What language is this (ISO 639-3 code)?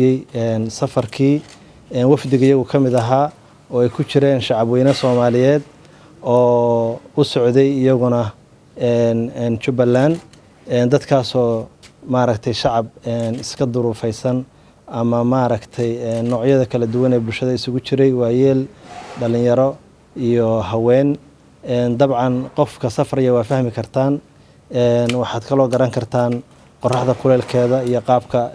som